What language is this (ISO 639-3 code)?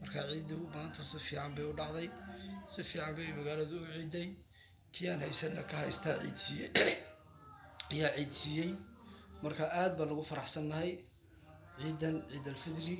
som